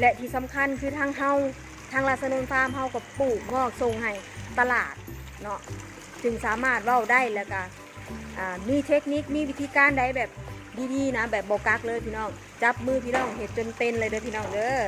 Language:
Northeastern Thai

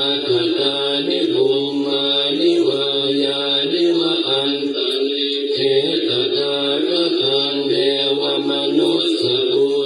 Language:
Pali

